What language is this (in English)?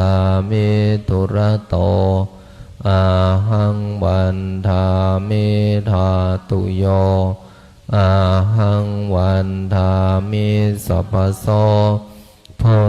Pali